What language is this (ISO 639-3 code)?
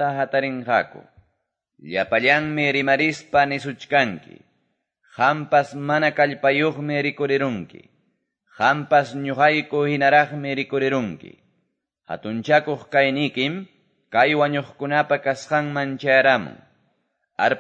que